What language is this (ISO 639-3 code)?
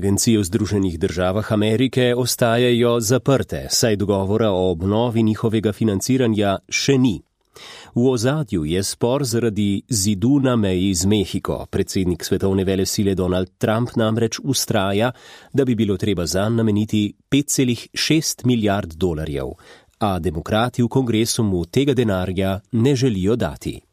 slv